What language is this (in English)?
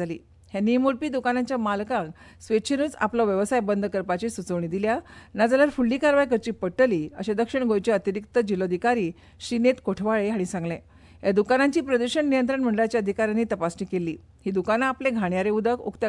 Konkani